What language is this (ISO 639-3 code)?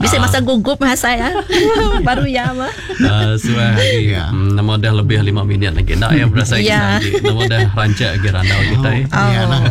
iba